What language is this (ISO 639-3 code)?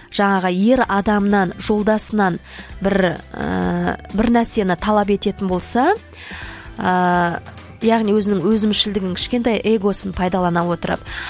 kaz